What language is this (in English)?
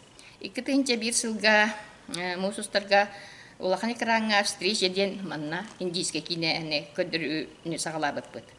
Yakut